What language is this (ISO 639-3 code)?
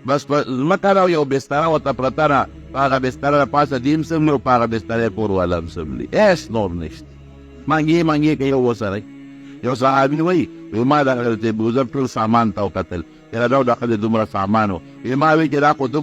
pus